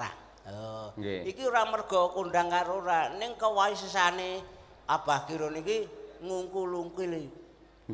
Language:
Javanese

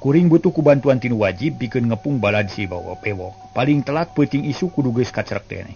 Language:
Sundanese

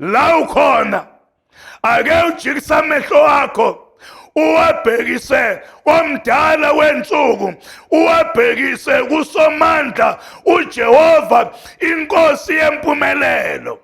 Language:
Zulu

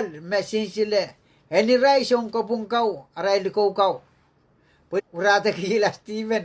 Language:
Pohnpeian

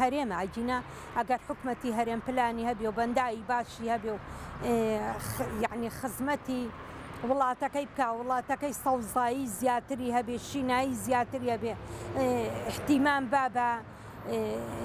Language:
Central Kurdish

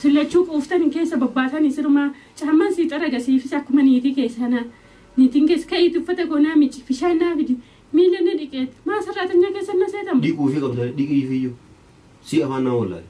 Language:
Oromo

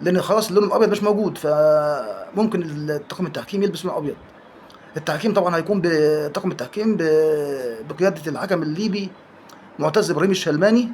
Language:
Egyptian Arabic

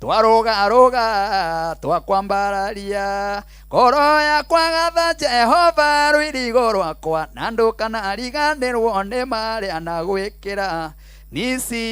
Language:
Kikuyu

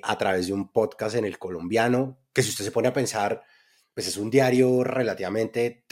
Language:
Spanish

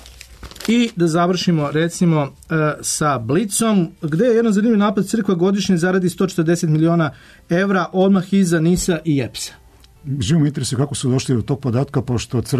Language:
Serbian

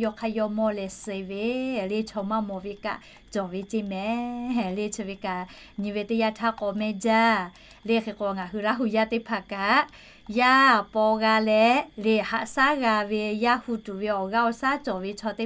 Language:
Lahu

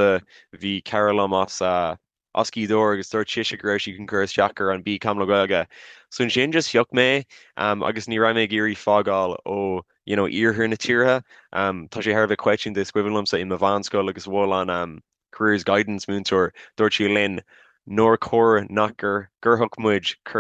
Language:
Irish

